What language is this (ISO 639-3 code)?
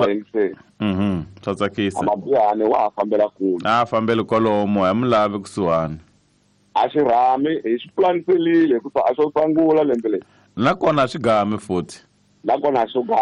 tso